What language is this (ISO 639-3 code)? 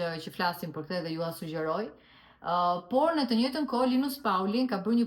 sqi